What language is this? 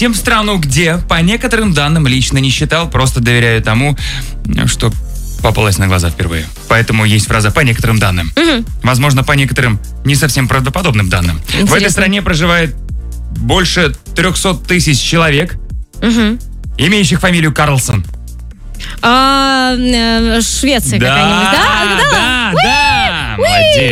Russian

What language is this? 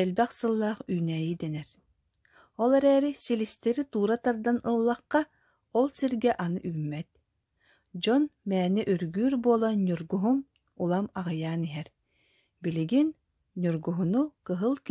Yakut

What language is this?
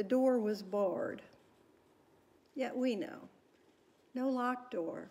English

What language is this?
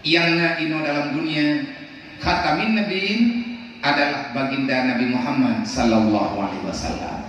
Achinese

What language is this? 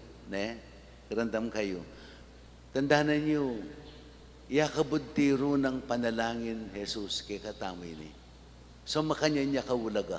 Pampanga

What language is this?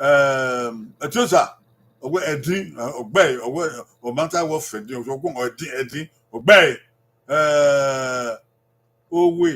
Bini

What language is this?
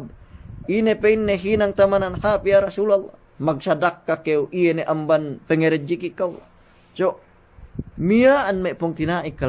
Yakan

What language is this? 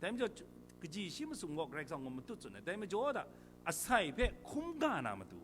Kachin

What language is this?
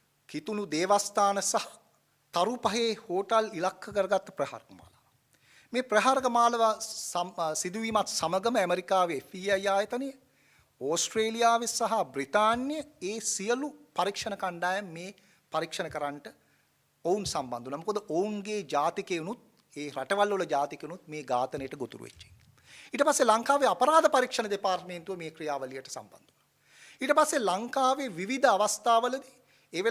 Sinhala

